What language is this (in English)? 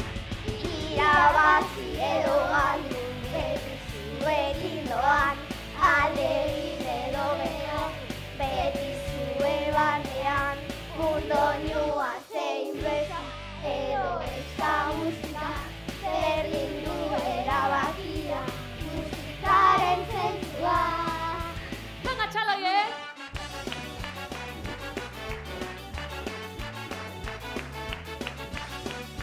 Basque